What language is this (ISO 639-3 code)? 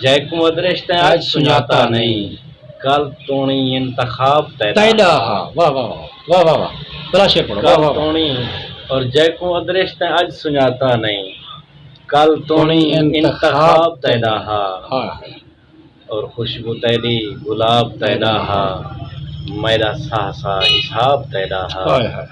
skr